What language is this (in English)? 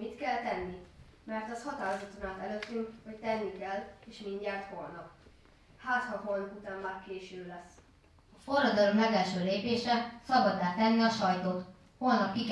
Hungarian